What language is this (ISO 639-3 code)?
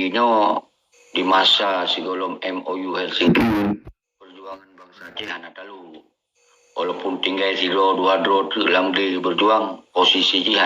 ace